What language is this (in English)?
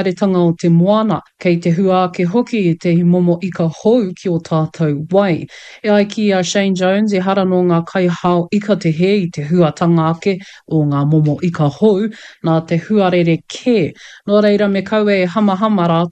Māori